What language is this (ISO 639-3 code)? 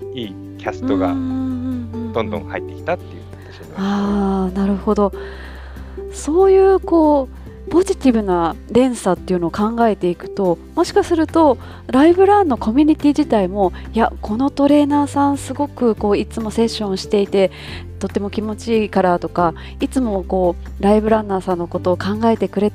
jpn